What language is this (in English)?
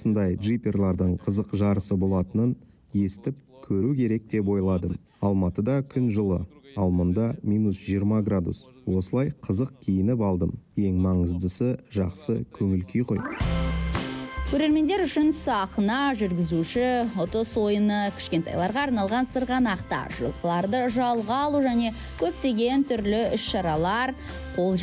Kazakh